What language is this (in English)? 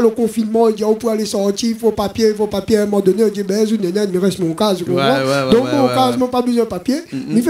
Réunion Creole French